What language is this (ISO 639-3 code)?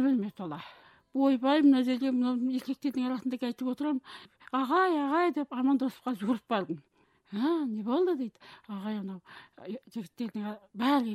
kaz